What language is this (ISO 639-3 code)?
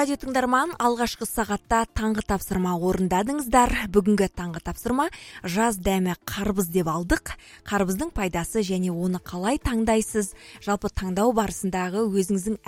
kaz